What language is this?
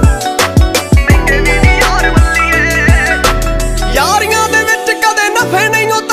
Punjabi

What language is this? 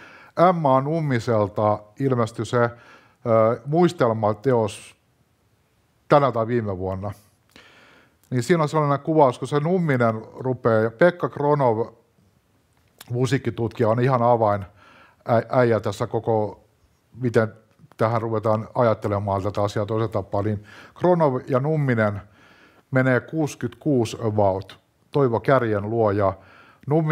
Finnish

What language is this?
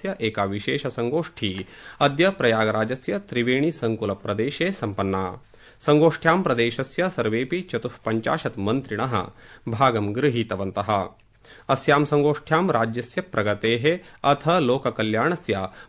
Sanskrit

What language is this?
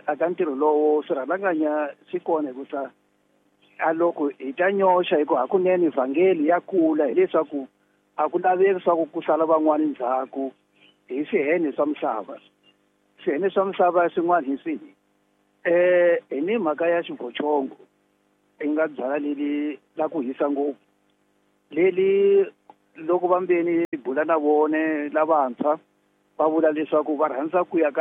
Tsonga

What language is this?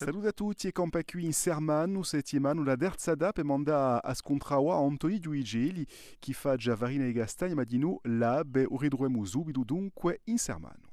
Corsican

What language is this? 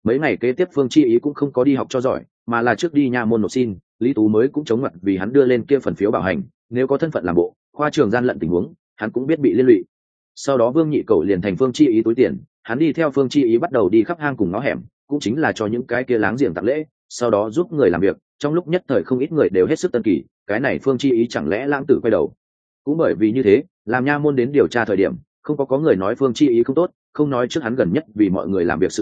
Vietnamese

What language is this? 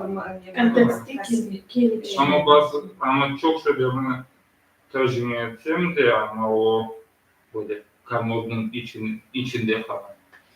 Crimean Tatar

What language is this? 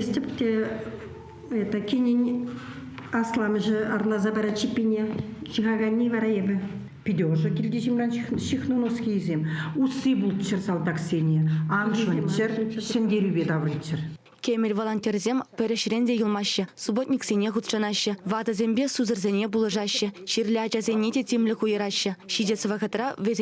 Chuvash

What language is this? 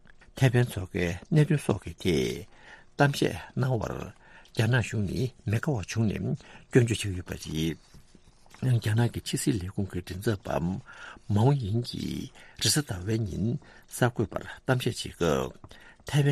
Tibetan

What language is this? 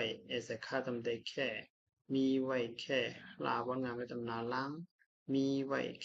Shan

